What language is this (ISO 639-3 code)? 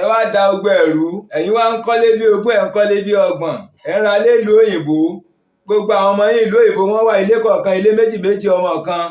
yor